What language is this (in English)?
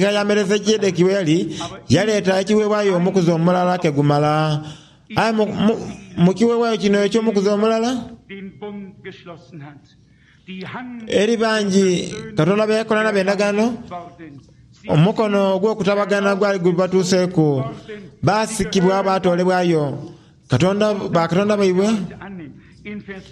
Soga